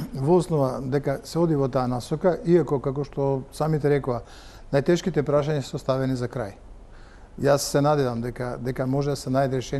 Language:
Macedonian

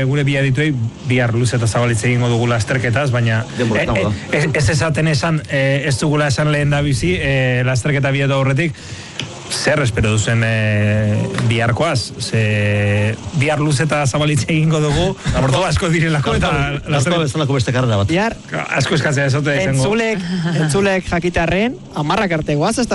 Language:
Basque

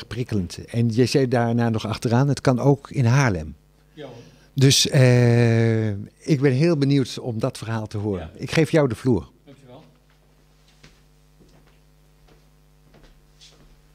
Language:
Dutch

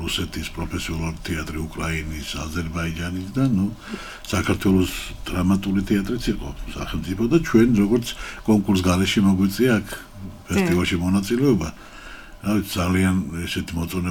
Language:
Georgian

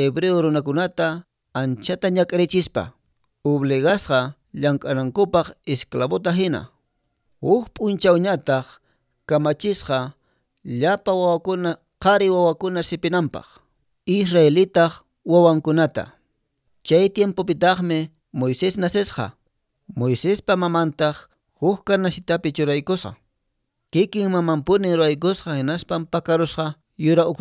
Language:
Quechua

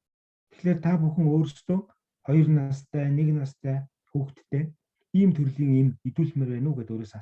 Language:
Mongolian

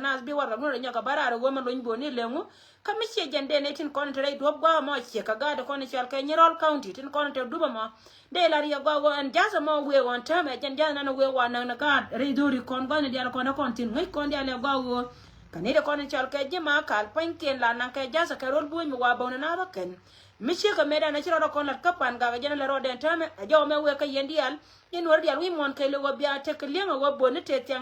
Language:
Nuer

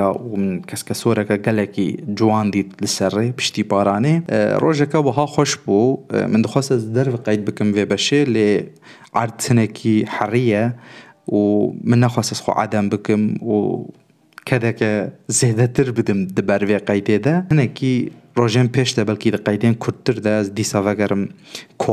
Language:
Kurdish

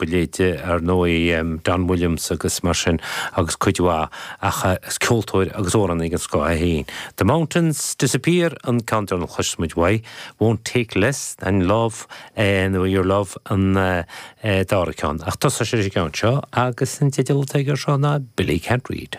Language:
Irish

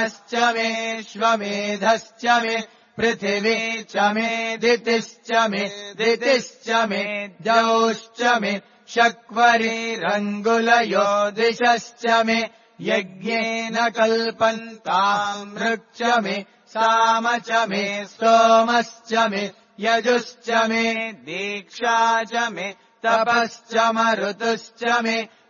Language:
Sanskrit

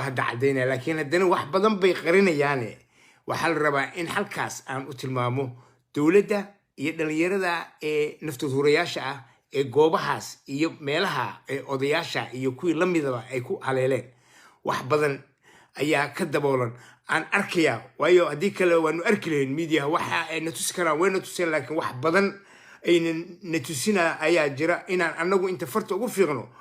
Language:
Somali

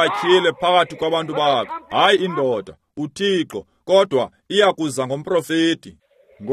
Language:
Xhosa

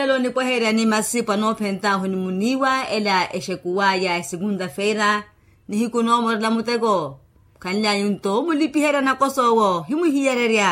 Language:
Makhuwa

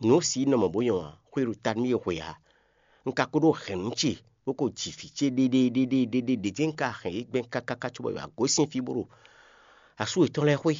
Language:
Fon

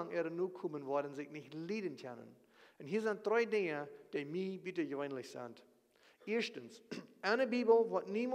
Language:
Plautdietsch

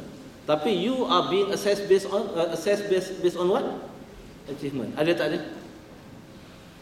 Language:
Malay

